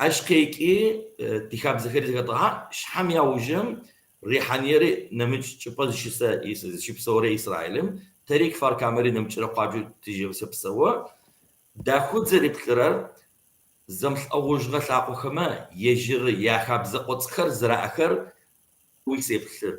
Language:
Kabardian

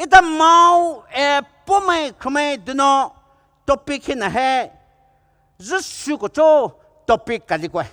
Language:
Poumei Naga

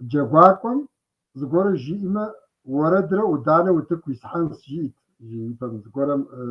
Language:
Kabardian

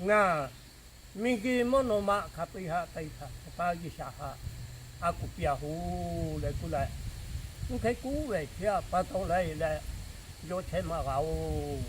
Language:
Lahu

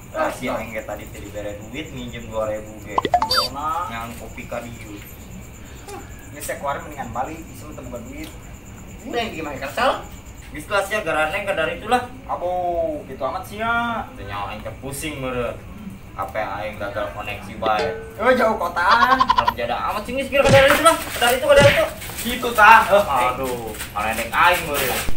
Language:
Sundanese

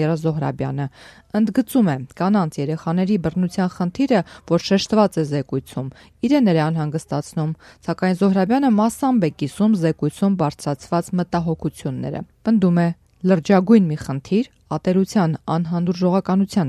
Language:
Armenian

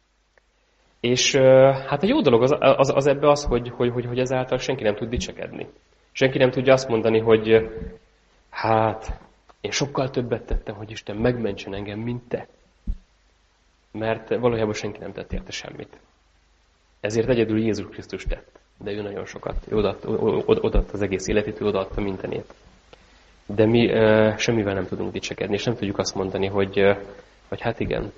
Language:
Hungarian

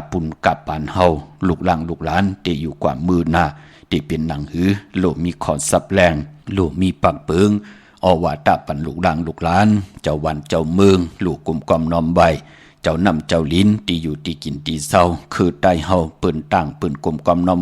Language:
Shan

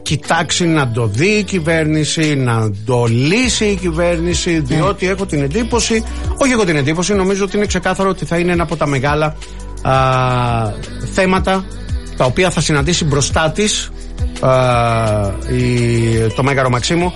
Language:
Greek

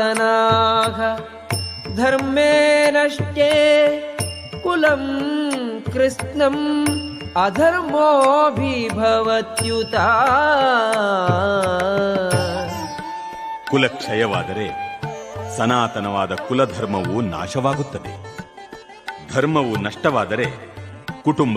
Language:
Kannada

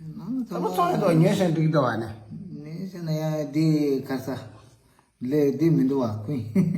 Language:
Tibetan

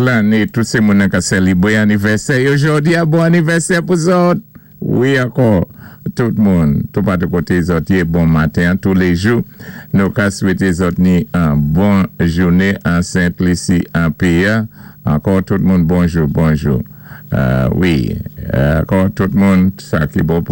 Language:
Saint Lucian Creole French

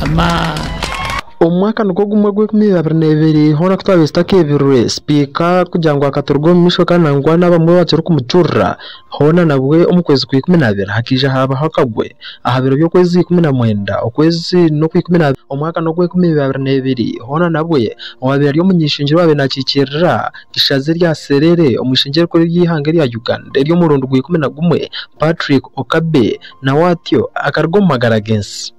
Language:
Nyankole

